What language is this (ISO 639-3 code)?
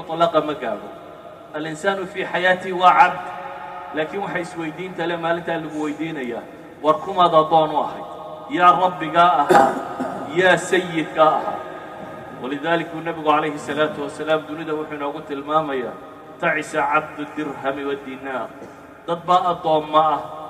som